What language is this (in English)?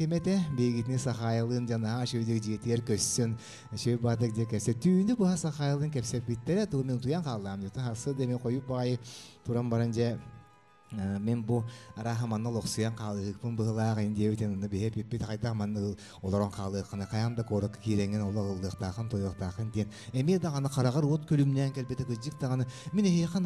Yakut